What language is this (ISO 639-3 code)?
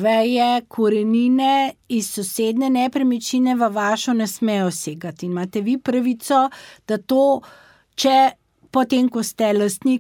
slv